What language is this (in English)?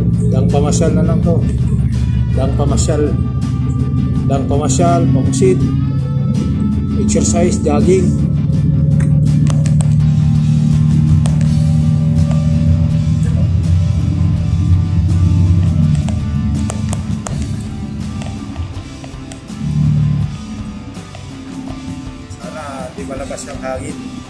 Filipino